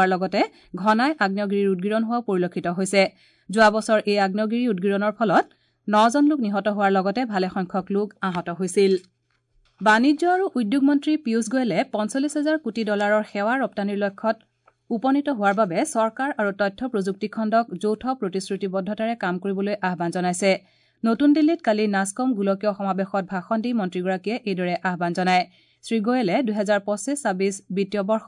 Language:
Assamese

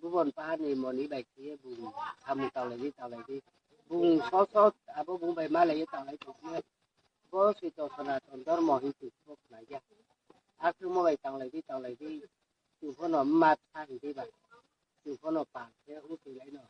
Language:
Riang (India)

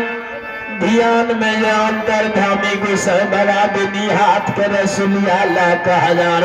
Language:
Maithili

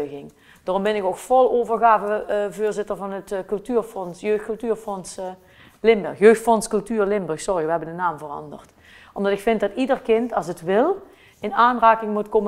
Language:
Limburgish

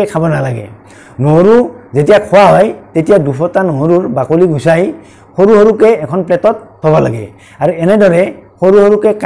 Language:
Assamese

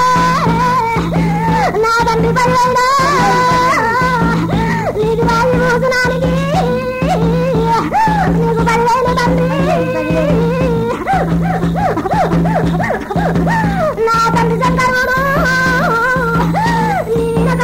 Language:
Telugu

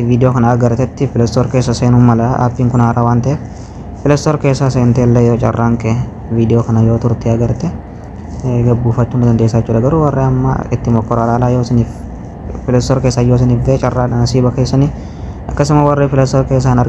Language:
Oromo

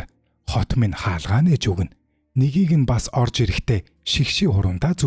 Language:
Mongolian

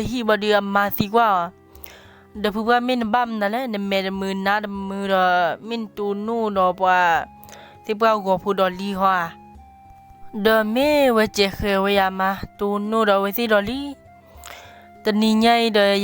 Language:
S'gaw Karen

